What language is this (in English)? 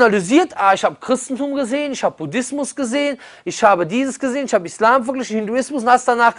German